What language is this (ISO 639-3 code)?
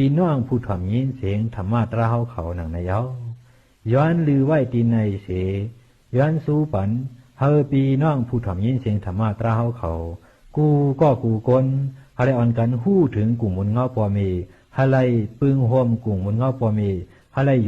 shn